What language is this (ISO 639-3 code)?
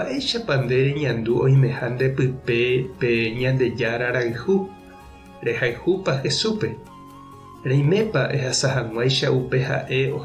grn